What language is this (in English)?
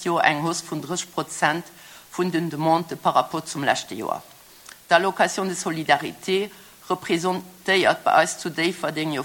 Luxembourgish